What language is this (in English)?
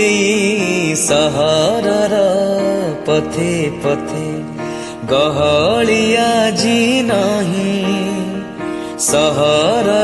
Odia